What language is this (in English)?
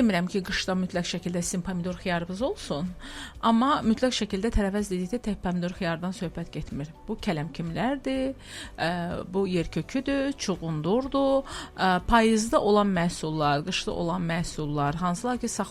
Azerbaijani